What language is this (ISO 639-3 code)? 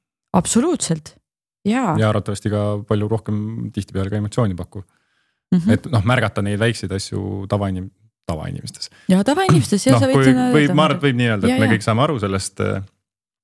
est